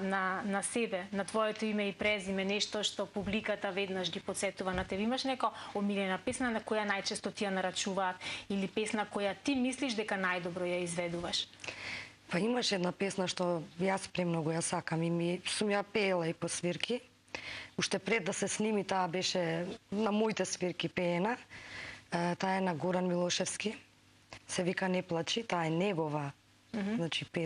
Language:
Macedonian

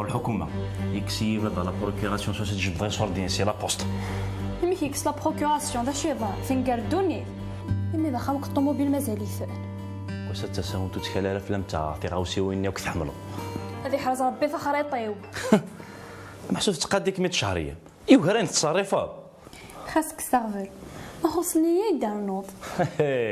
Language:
Kabyle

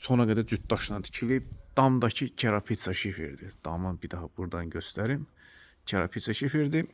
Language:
Azerbaijani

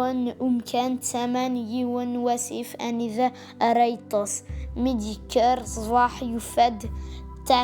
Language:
Kabyle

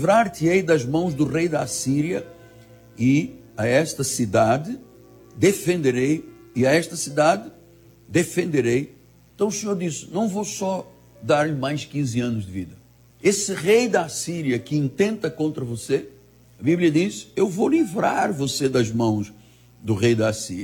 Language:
Portuguese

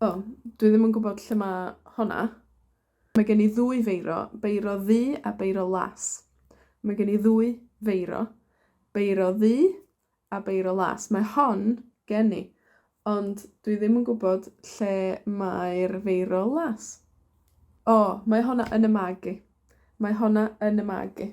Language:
Welsh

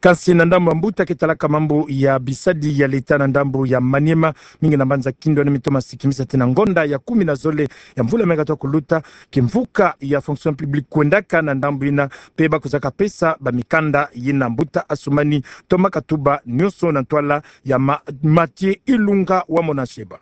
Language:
Kituba (Democratic Republic of Congo)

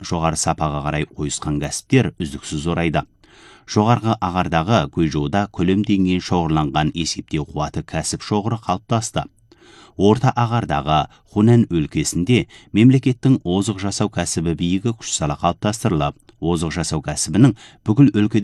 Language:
Kazakh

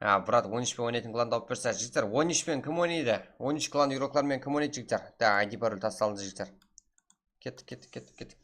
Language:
Kara-Kalpak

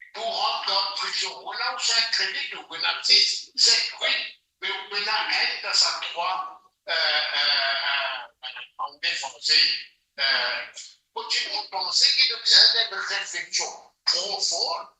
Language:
Morisyen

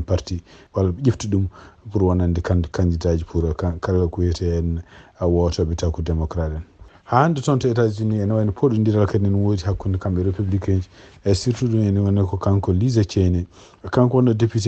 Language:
Fula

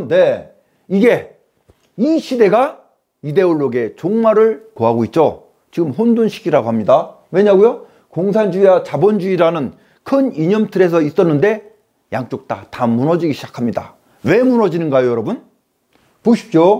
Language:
Korean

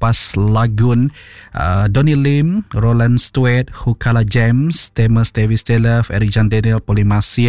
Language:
Iban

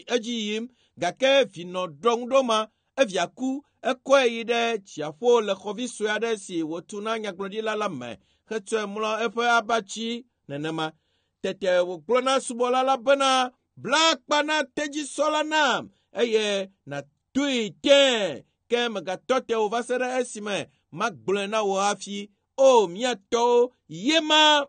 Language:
Ewe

